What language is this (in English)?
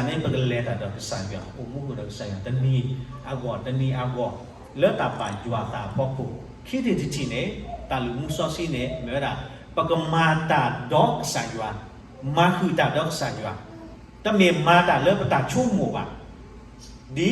S'gaw Karen